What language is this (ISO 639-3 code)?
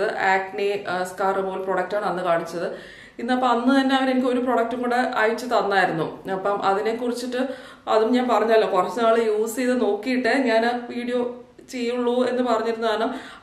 mal